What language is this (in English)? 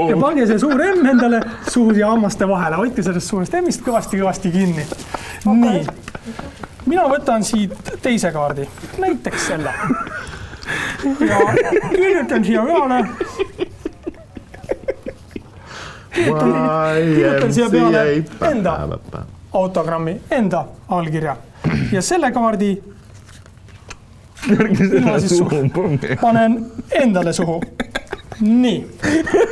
Estonian